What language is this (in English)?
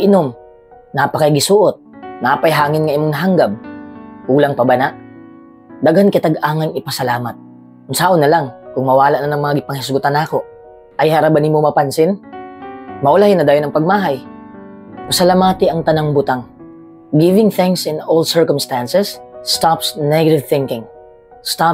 Cebuano